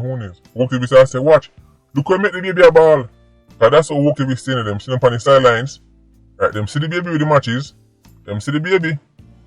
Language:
Jamaican Creole English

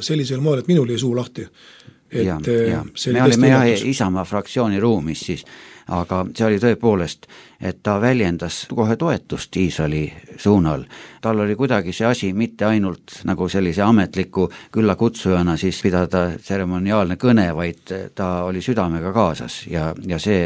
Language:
Estonian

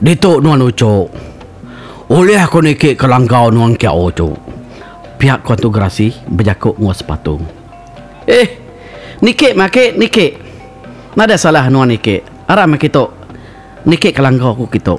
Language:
Iban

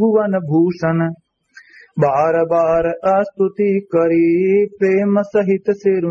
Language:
Awadhi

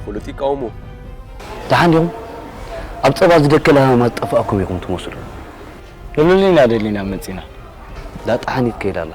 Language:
Tigrinya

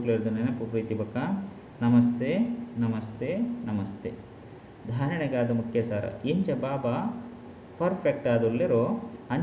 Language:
Tulu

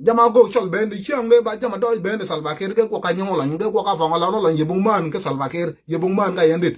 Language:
Nuer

